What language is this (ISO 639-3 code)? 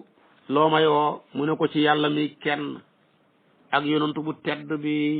wol